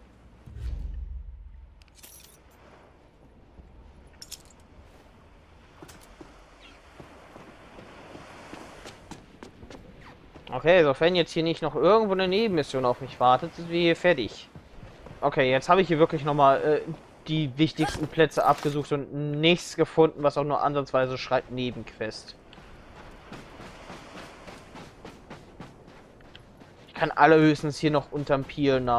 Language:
German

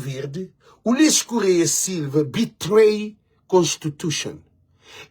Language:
Kabuverdianu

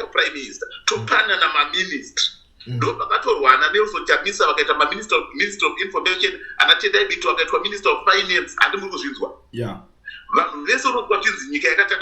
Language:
Shona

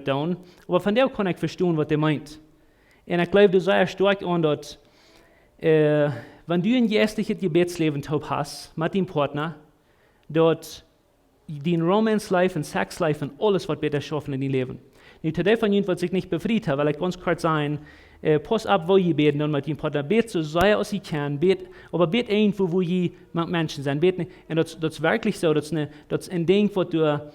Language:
Plautdietsch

